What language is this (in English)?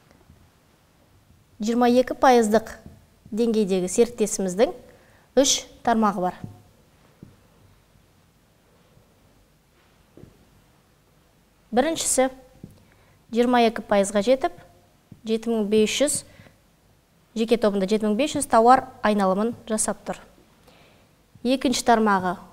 Kazakh